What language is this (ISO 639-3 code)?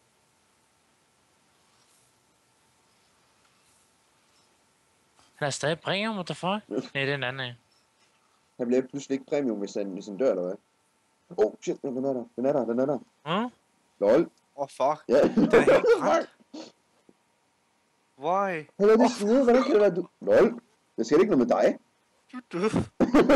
dan